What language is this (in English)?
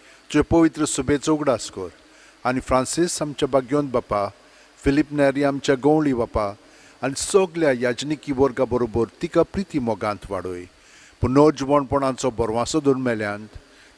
Konkani